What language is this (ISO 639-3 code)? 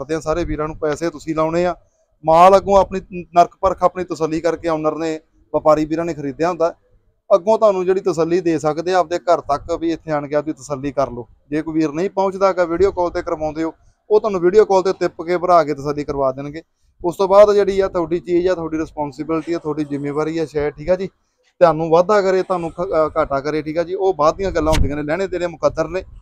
pan